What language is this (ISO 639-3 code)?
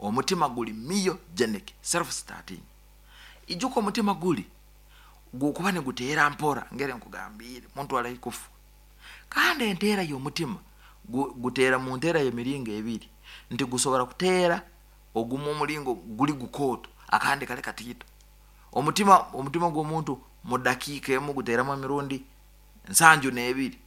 nyn